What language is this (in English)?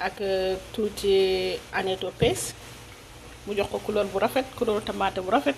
Wolof